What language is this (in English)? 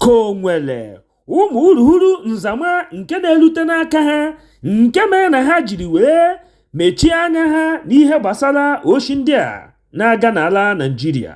Igbo